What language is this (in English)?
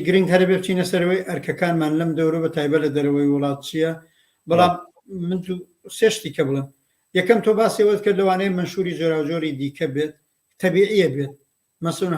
Central Kurdish